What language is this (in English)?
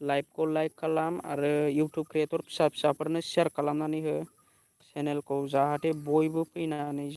Bodo